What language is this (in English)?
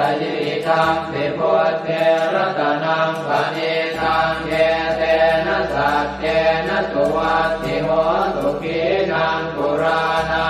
Pali